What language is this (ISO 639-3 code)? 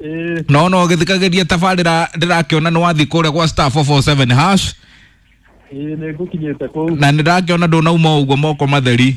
kik